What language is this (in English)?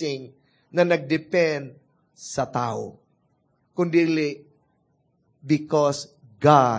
Cebuano